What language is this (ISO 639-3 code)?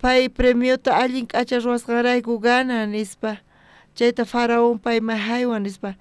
quh